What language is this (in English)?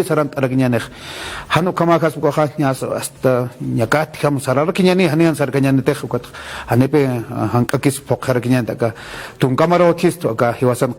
Aymara